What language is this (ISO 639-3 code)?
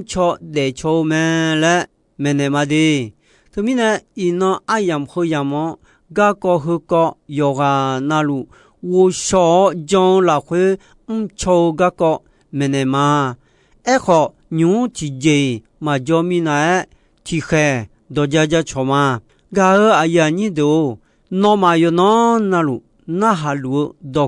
ahk